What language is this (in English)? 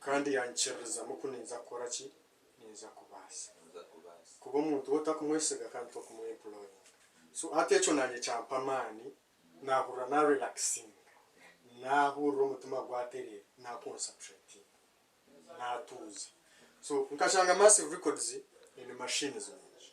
Nyankole